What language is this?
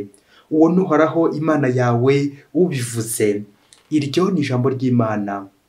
Kinyarwanda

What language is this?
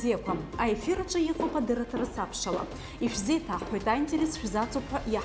Abkhazian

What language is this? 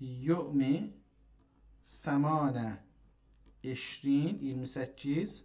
South Azerbaijani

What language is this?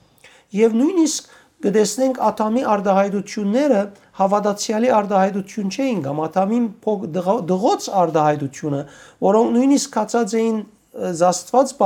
Western Armenian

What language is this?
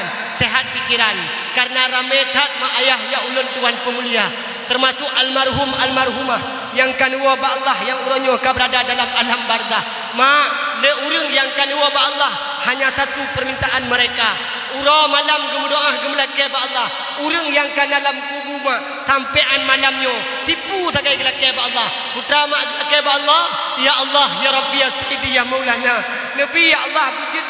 Achinese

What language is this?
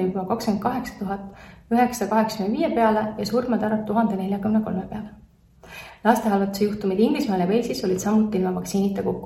Estonian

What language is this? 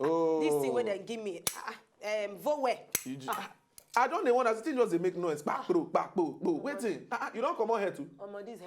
Nigerian Pidgin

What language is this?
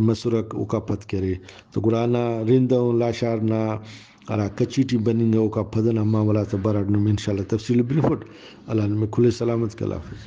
Brahui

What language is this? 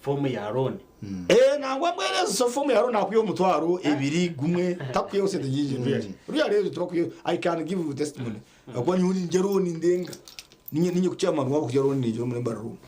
Nyankole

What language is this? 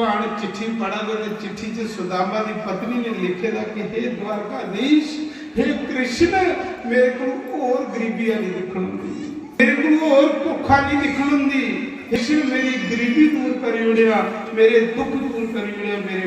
Dogri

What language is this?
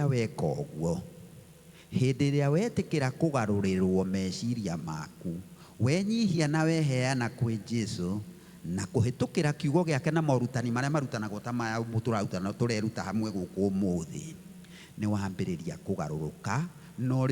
Kikuyu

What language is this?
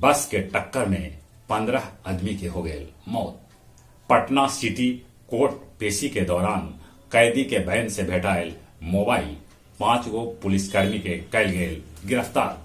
Magahi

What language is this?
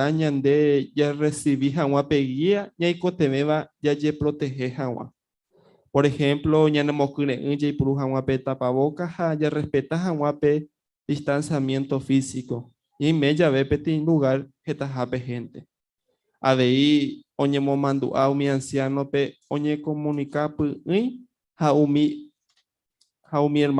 Guarani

